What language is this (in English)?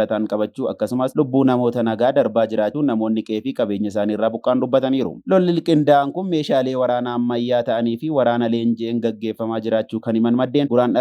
Oromo